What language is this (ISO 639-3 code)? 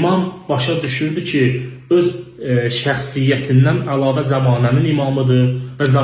aze